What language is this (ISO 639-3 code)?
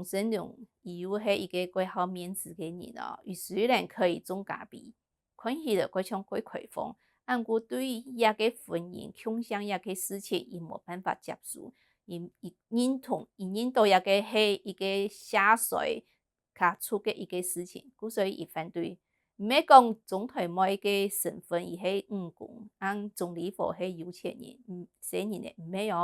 hak